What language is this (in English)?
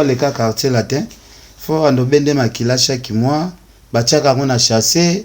Lingala